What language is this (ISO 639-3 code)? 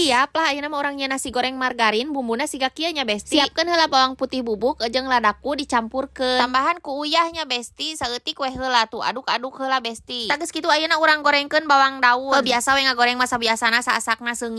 sun